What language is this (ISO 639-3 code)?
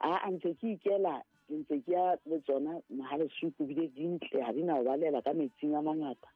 sot